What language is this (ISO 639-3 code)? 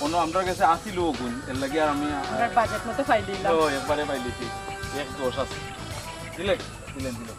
syl